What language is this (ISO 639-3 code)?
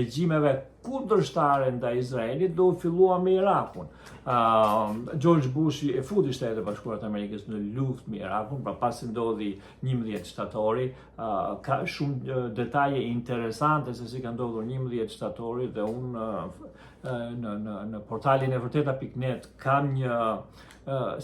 sqi